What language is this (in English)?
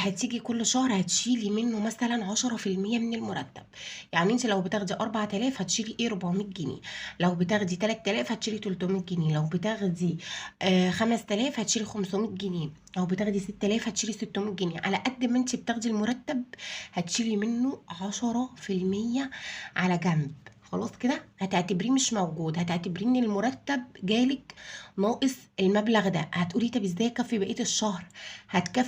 Egyptian Arabic